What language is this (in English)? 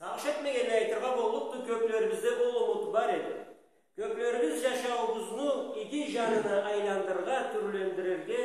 Karachay-Balkar